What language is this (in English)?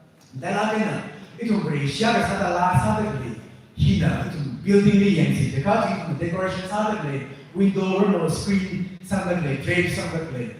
Tangkhul Naga (India)